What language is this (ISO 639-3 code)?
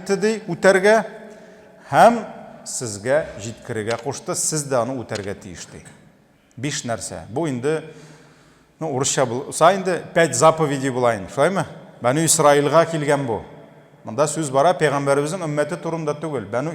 tat